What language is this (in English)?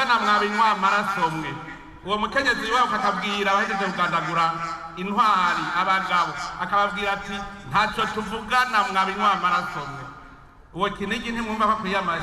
Rundi